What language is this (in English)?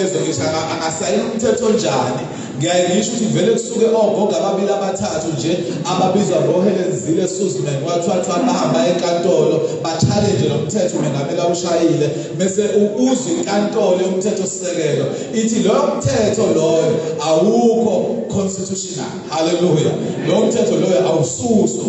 Zulu